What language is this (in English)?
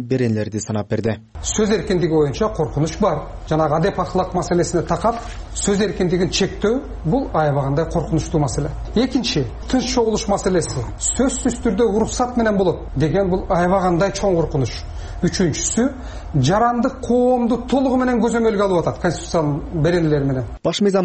Kyrgyz